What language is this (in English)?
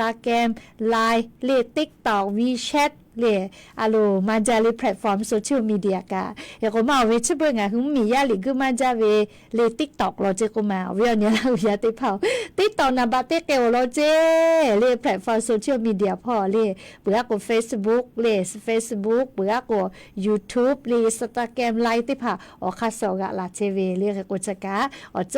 Lahu